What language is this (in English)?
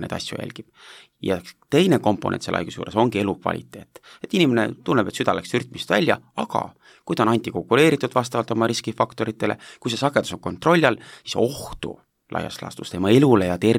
Estonian